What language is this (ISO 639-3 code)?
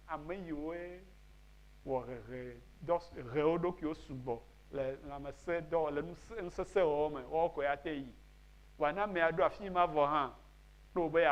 ewe